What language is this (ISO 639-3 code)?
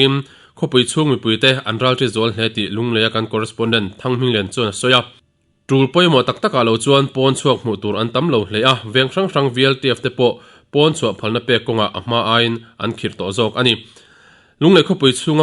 lus